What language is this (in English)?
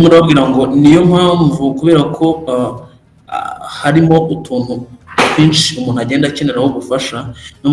Kinyarwanda